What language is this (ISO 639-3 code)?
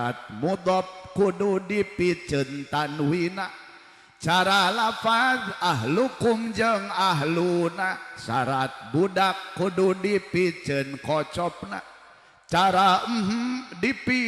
sun